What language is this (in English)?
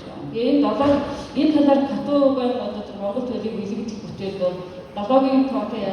Mongolian